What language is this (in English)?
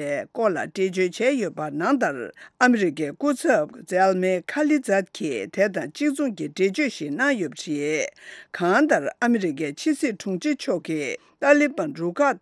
Tibetan